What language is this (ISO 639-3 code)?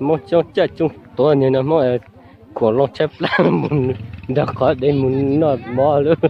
hmn